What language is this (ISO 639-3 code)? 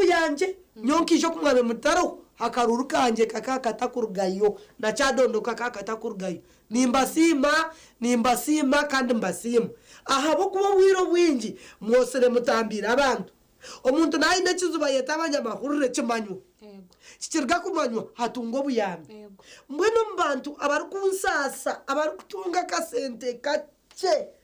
nyn